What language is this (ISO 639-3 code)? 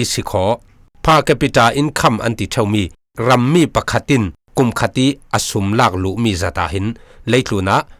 cfm